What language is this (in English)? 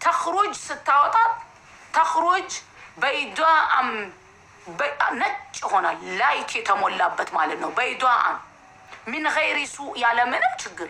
Amharic